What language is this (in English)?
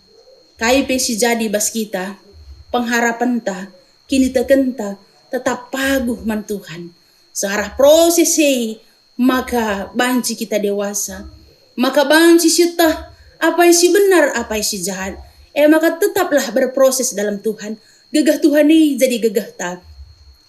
Batak Karo